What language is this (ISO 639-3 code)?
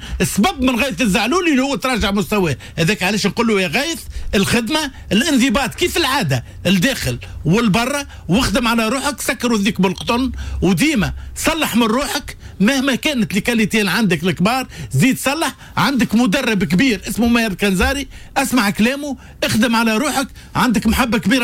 aeb